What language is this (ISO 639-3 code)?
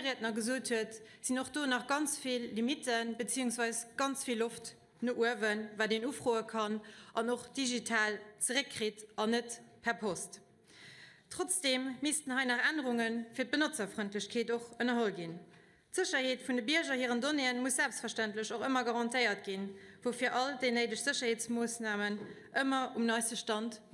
ltz